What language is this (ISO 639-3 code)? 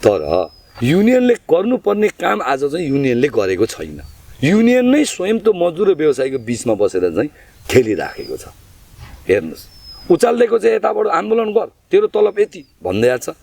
nep